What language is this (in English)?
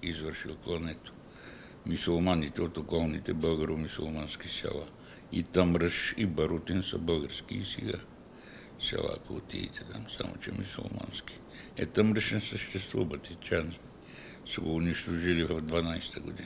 Bulgarian